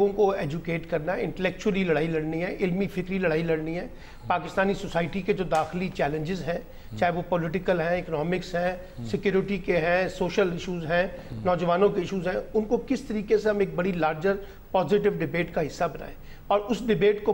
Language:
Urdu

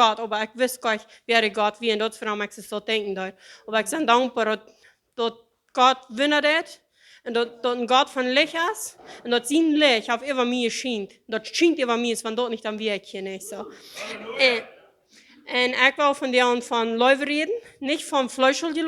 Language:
Plautdietsch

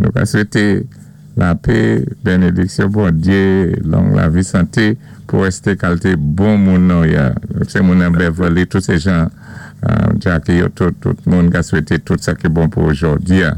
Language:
Saint Lucian Creole French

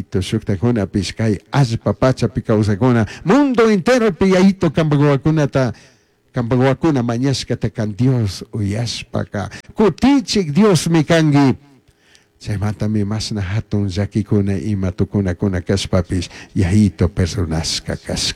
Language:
Chimborazo Highland Quichua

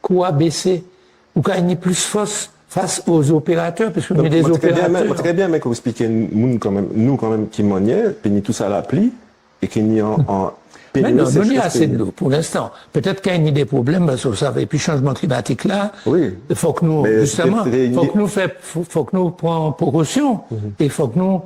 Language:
Guadeloupean Creole French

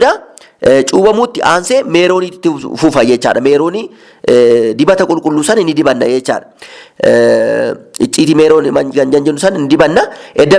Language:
Oromo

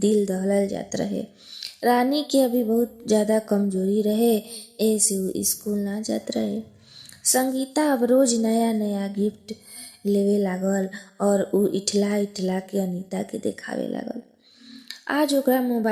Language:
Bhojpuri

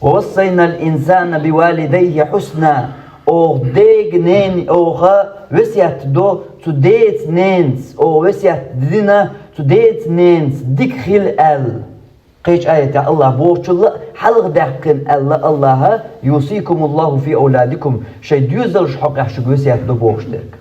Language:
Chechen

